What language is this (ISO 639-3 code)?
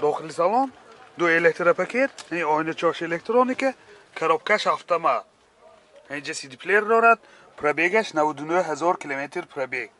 tgk